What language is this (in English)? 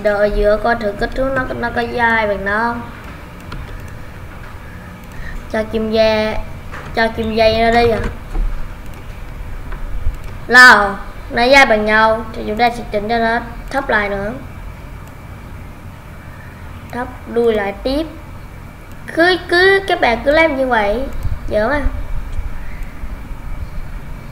Vietnamese